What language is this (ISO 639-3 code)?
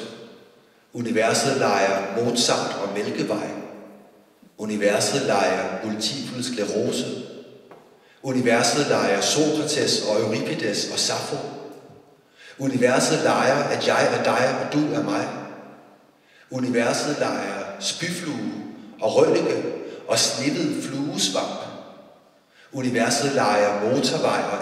dan